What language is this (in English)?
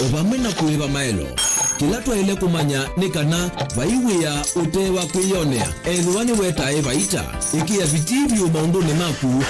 Kamba